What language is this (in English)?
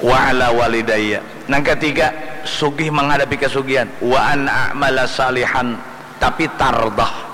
Banjar